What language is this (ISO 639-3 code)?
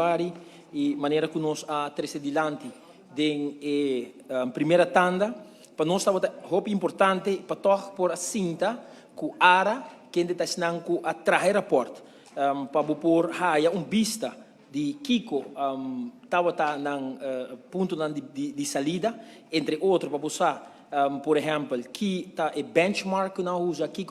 pap